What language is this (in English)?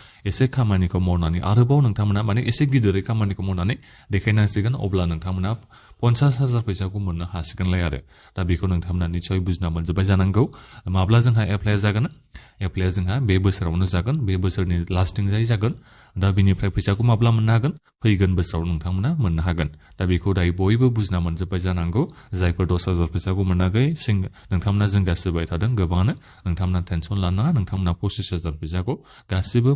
Bodo